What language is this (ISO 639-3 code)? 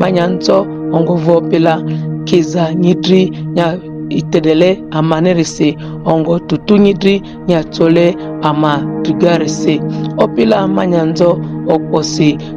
mhi